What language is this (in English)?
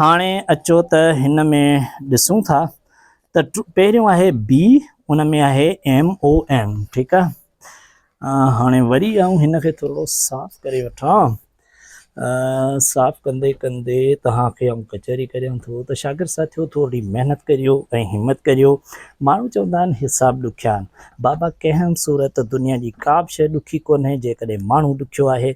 Sindhi